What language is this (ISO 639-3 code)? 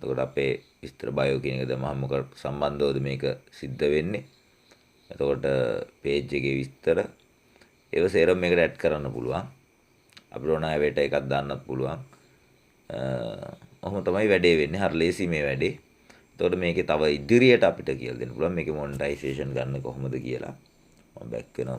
sin